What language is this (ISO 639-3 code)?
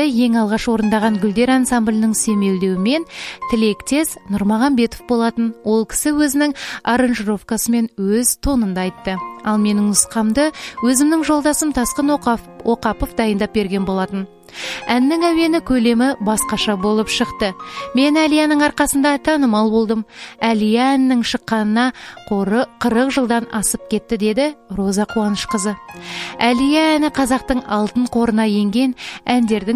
kaz